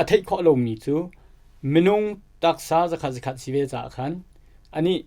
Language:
Hakha Chin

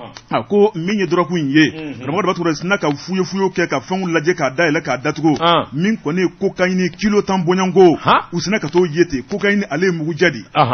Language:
Bambara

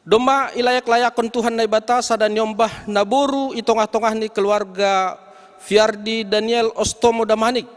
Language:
Batak Simalungun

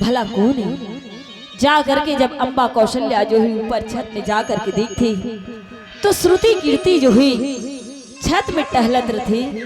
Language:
Chhattisgarhi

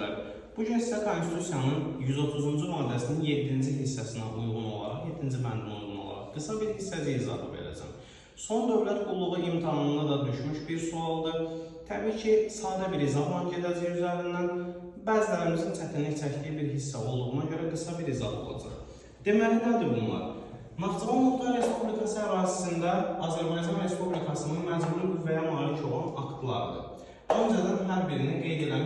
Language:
Azerbaijani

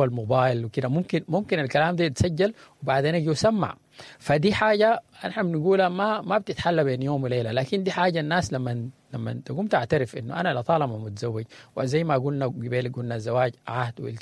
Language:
Sudanese Arabic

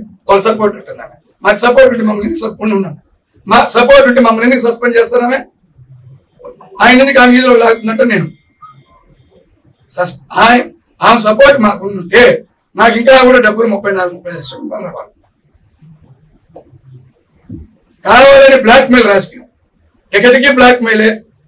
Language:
Telugu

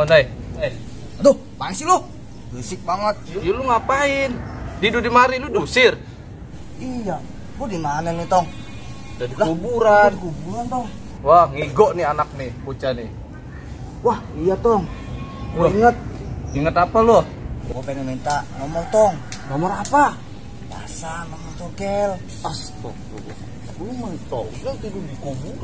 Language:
Betawi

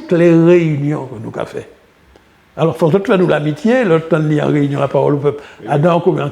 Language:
Guadeloupean Creole French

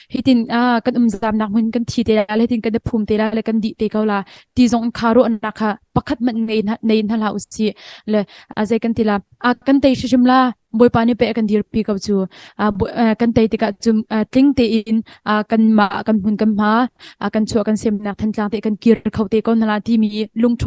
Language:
Hakha Chin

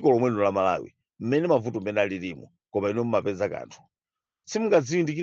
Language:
Nyanja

